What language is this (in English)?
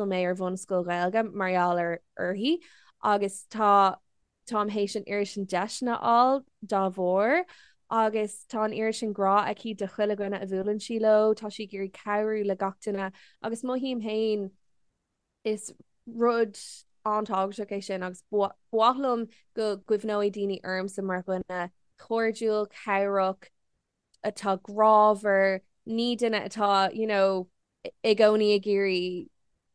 Irish